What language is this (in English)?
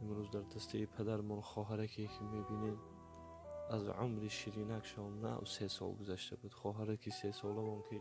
Tajik